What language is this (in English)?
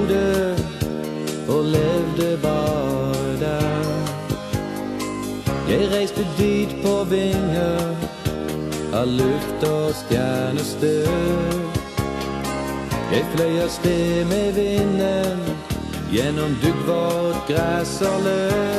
Norwegian